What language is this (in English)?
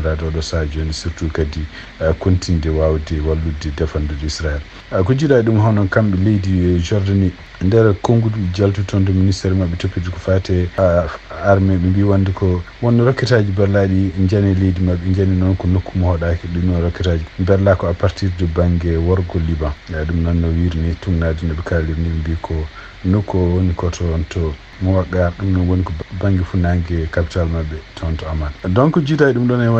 Fula